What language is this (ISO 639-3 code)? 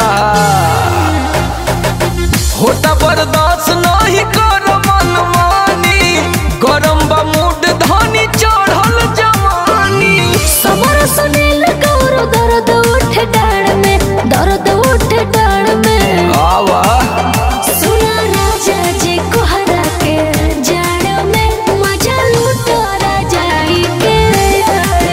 bho